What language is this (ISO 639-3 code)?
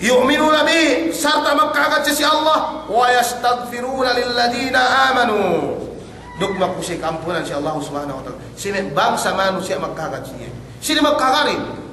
yka